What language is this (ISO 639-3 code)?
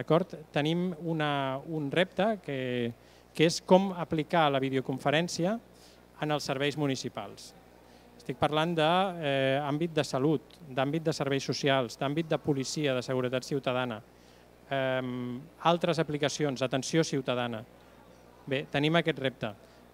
cat